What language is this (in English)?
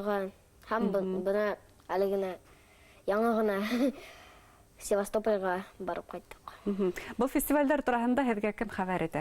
Bashkir